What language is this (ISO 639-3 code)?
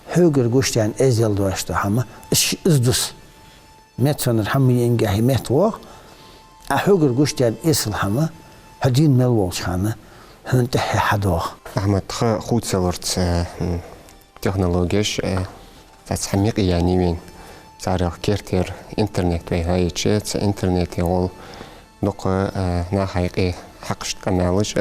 inh